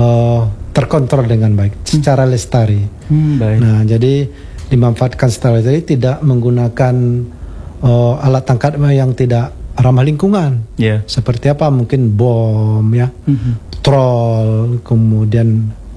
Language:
Indonesian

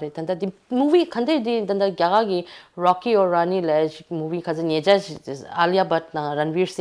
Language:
Tibetan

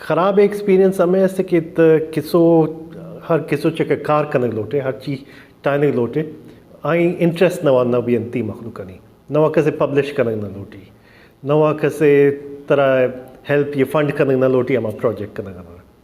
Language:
Baluchi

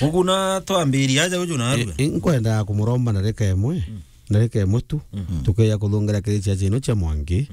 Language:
Meru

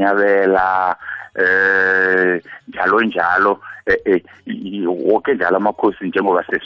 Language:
South Ndebele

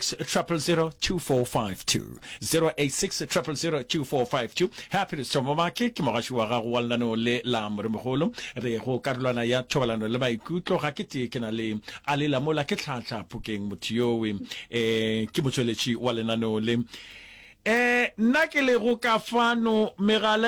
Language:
Northern Sotho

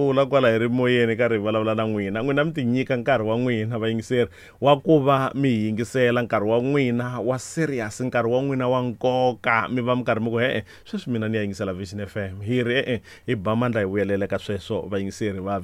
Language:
Tsonga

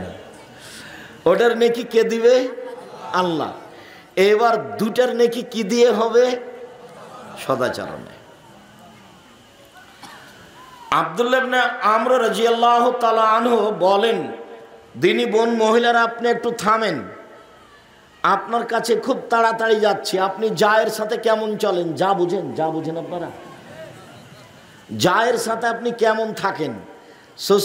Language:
Bangla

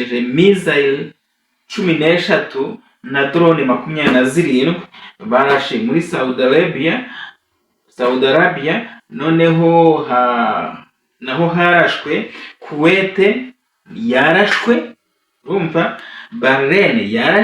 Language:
Kinyarwanda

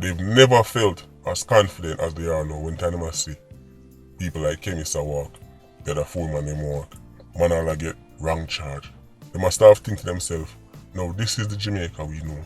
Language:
Jamaican Creole English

